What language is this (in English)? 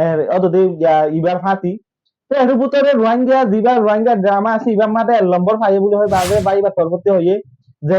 Rohingya